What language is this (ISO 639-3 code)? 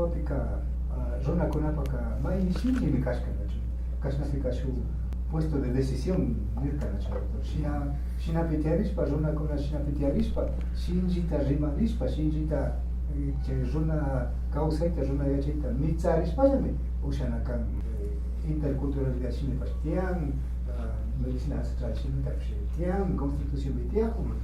qvi